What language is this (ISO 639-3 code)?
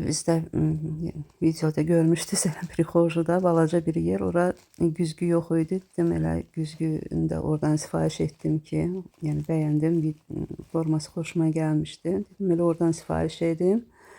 aze